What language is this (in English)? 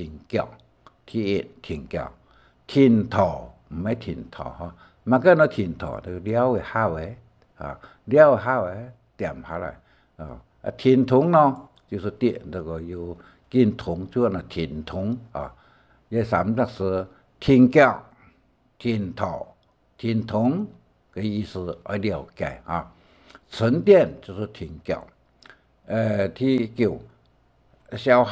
Hakka Chinese